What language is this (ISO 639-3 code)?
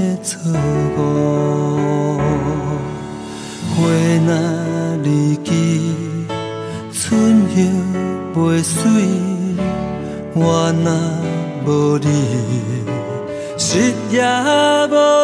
nan